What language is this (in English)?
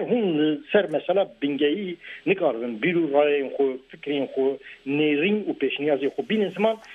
Kurdish